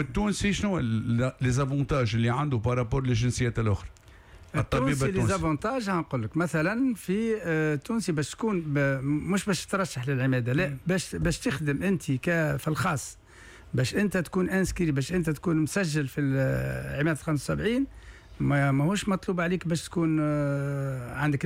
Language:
Tunisian Arabic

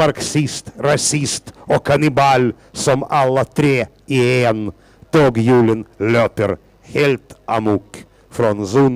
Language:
Swedish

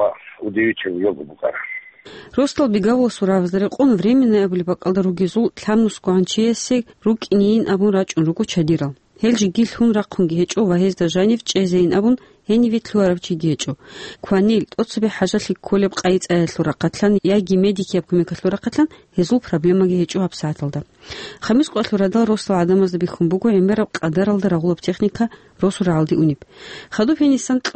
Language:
Avaric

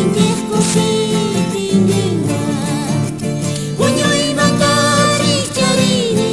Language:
South Bolivian Quechua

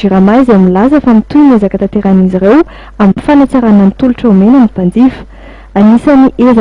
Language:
Malagasy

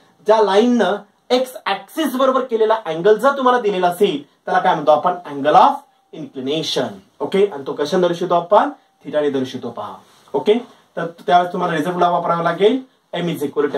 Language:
Marathi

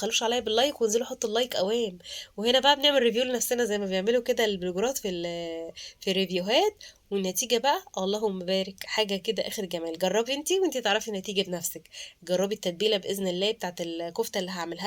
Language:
Egyptian Arabic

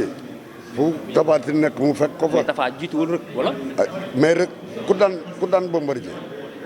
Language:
Wolof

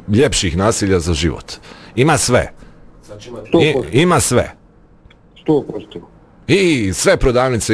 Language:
Bosnian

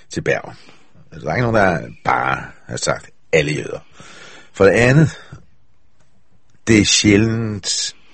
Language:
Danish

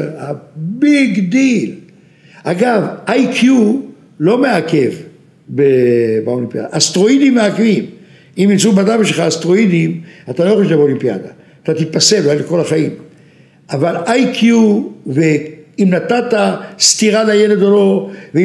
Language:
Hebrew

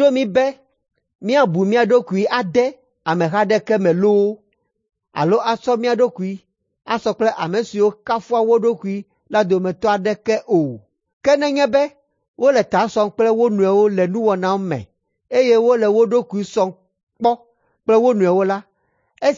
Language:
Ewe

